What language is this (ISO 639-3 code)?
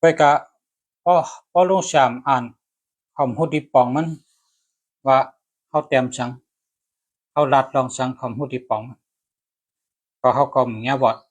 shn